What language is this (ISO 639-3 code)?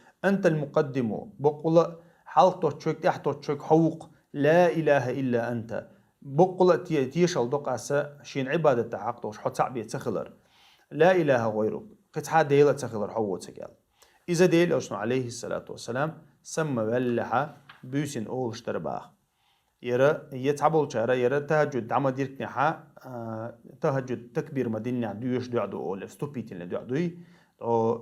che